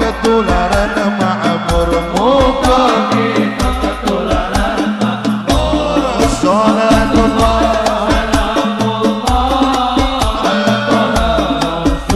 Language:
Javanese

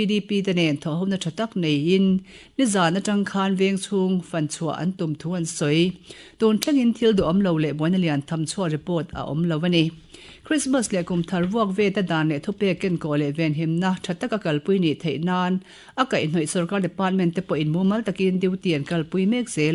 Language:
Mizo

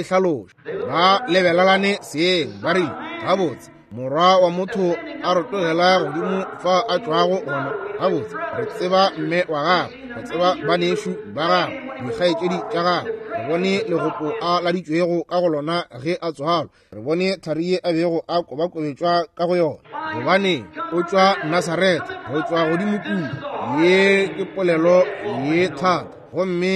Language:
Northern Sotho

